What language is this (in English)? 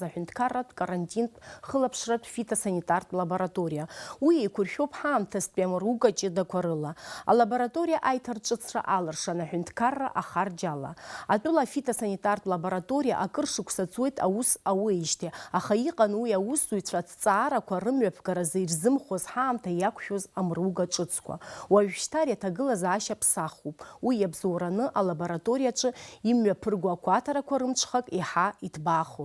Abkhazian